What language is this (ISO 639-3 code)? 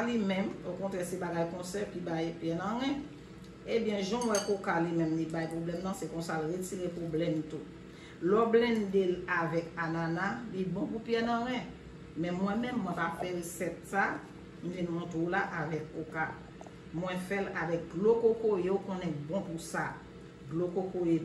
hat